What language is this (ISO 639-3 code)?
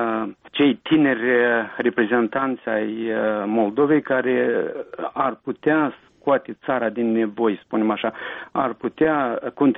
ron